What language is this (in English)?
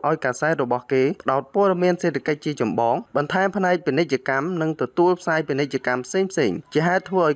Khmer